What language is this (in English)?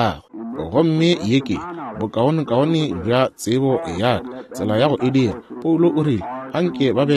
Northern Sotho